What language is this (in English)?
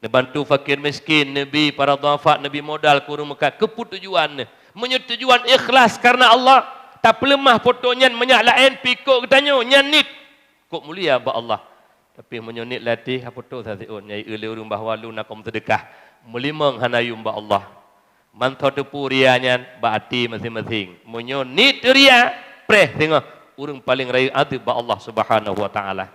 Achinese